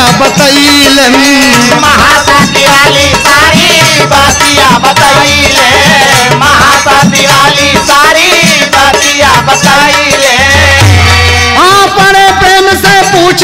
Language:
Bhojpuri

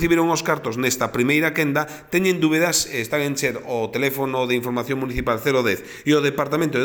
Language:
Galician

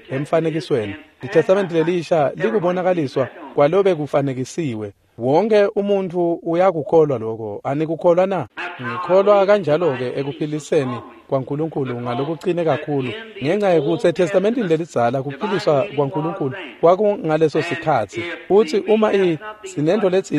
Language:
Swati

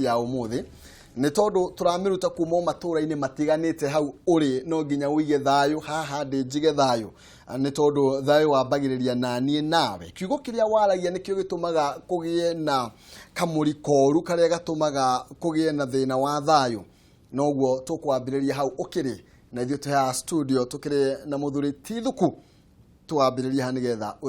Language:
Kikuyu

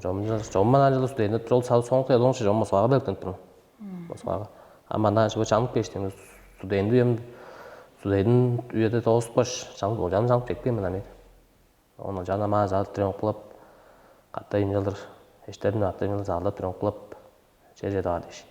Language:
Tuvinian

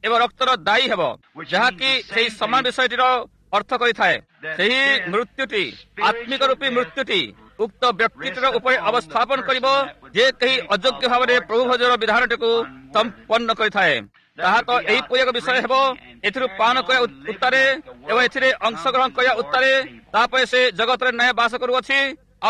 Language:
Odia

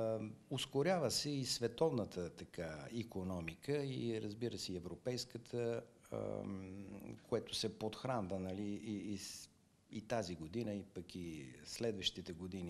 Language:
Bulgarian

